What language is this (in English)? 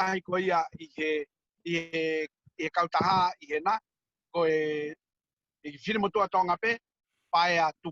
Tongan